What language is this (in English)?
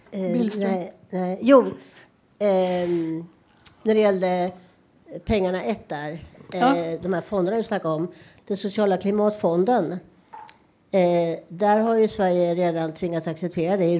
Swedish